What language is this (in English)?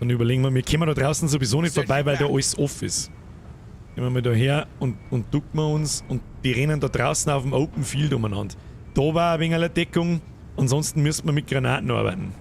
Bavarian